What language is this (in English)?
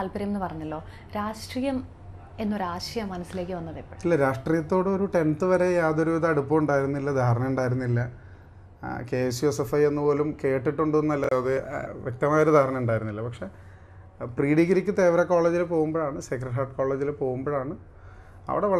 Malayalam